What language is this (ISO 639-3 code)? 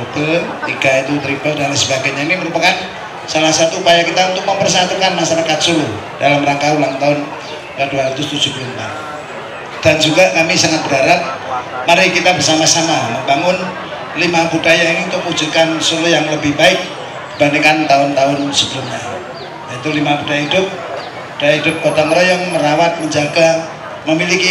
ind